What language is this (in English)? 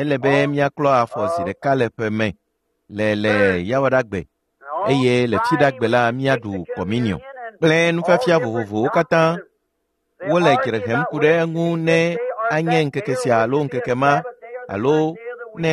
Ewe